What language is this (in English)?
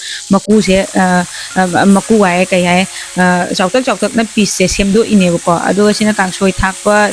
Manipuri